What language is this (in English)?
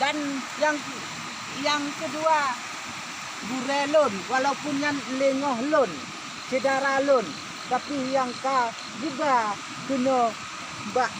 Achinese